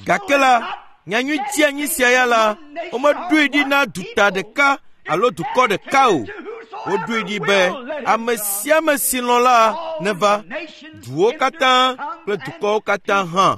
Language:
Ewe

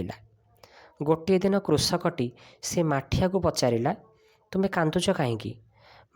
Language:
Odia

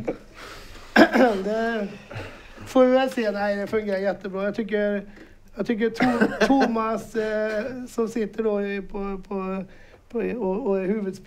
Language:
Swedish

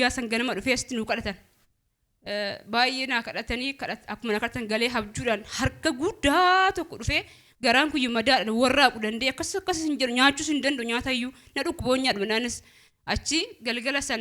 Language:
Oromo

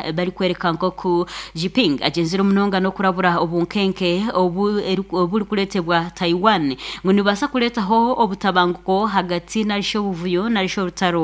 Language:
Nyankole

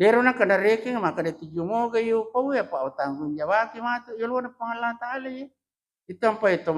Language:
Buginese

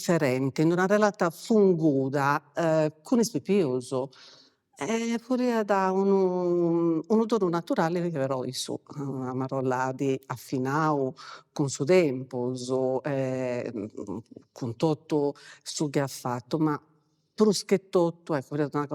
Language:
Sardinian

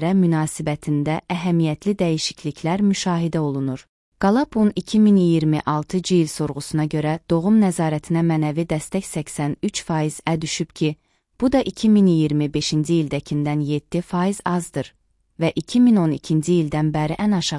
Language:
Azerbaijani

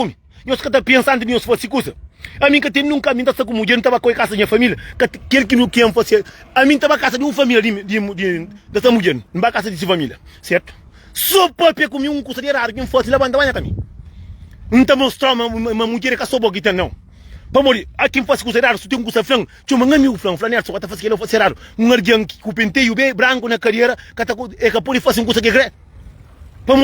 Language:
Kabuverdianu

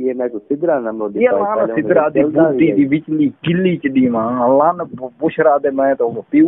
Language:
Saraiki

